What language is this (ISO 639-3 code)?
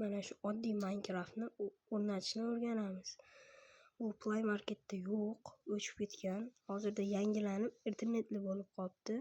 uzb